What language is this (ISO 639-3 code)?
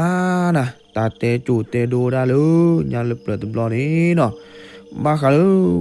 ksw